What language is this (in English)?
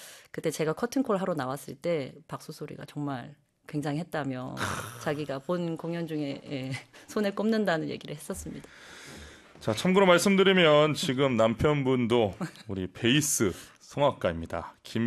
Korean